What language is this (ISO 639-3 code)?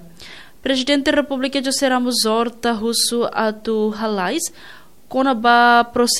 tet